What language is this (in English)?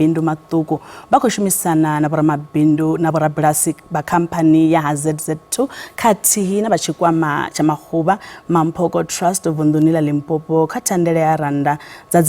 Venda